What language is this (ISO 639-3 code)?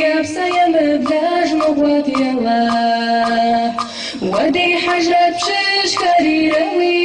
kbd